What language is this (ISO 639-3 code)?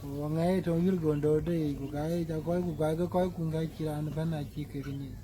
din